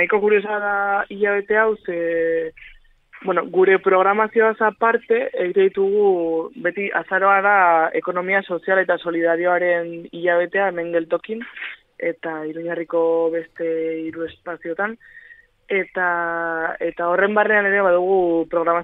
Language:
Basque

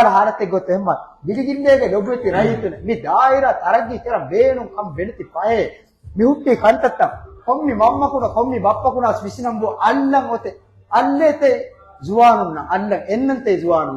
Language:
Divehi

